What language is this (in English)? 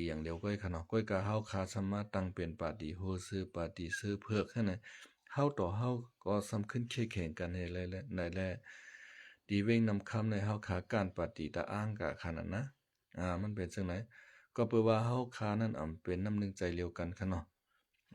Shan